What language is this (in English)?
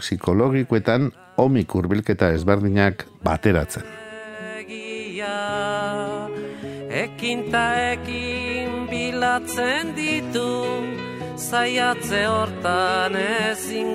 Basque